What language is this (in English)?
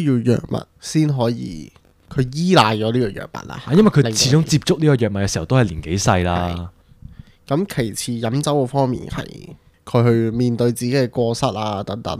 Cantonese